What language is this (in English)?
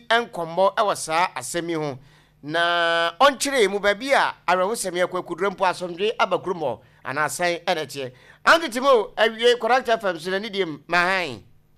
Akan